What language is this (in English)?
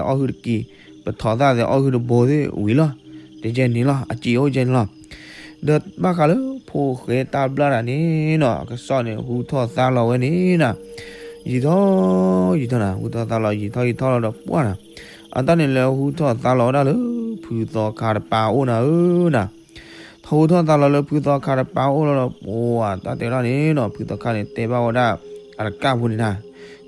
S'gaw Karen